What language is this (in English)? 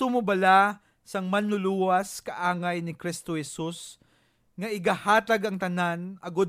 Hiligaynon